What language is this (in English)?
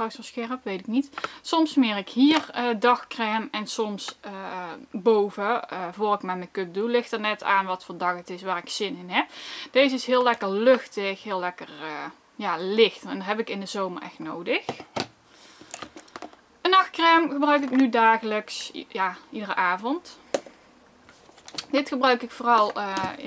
Dutch